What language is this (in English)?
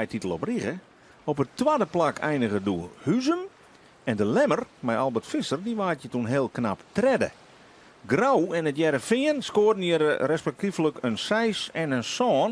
Western Frisian